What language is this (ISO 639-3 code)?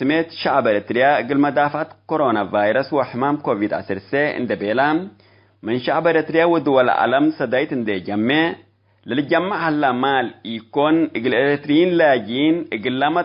tig